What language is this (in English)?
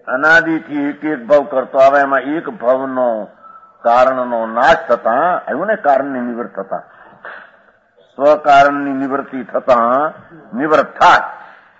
Gujarati